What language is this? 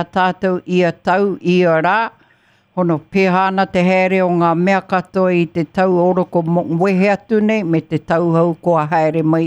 Māori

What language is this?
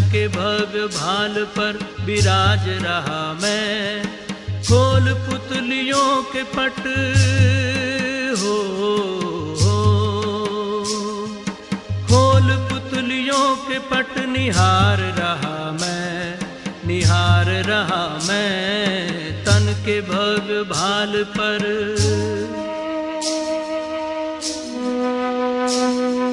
Hindi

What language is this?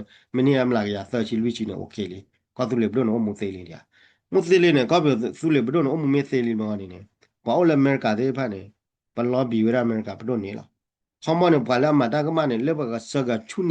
S'gaw Karen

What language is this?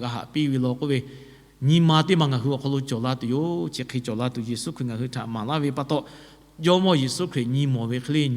Lahu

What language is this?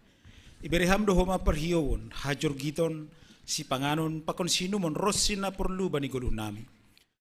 Batak Simalungun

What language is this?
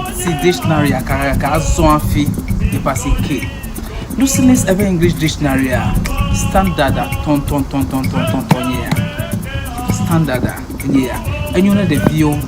Ewe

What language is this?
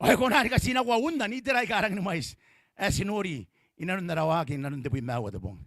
Gilbertese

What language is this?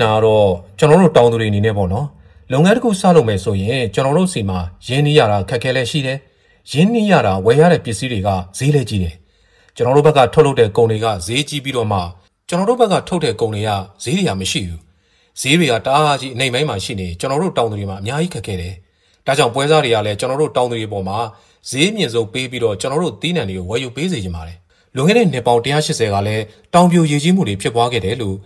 Burmese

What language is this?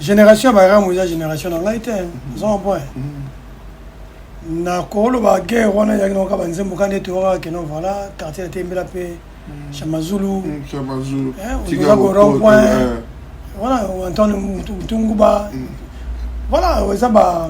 Lingala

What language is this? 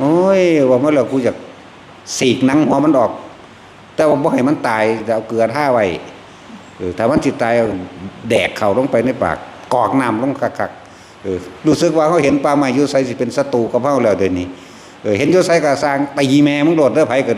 Northeastern Thai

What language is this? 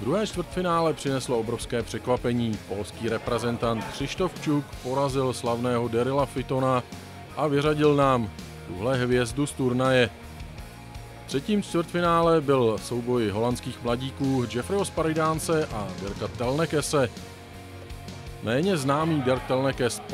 Czech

